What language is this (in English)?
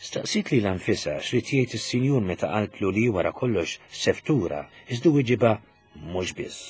Maltese